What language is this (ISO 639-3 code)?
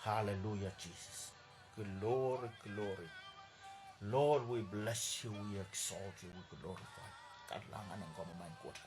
pon